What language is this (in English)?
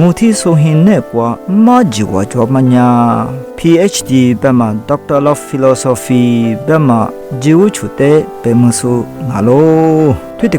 Lisu